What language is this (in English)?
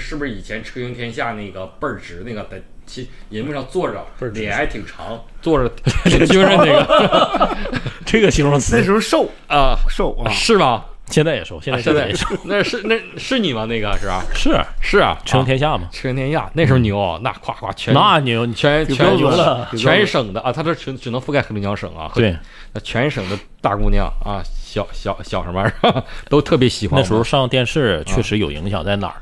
Chinese